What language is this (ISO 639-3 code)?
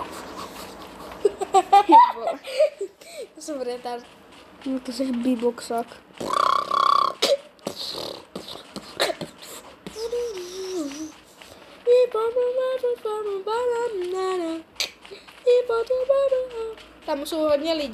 ces